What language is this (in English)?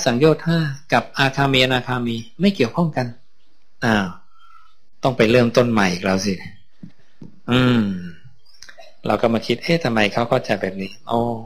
Thai